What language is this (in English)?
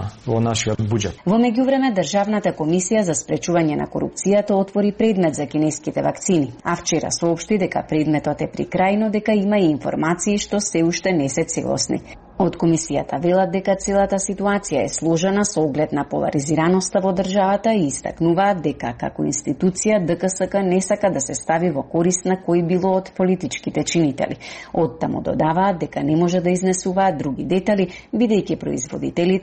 Macedonian